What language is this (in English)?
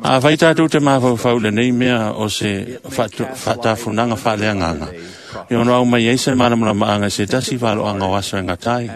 Samoan